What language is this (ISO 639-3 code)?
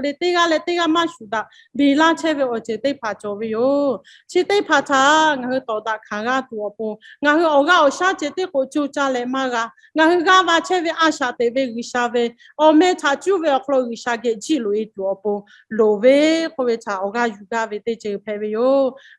lhu